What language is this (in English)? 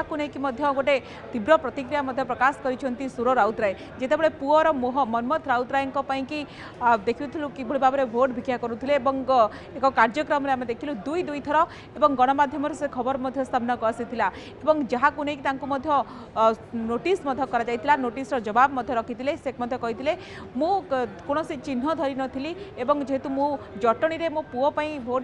Odia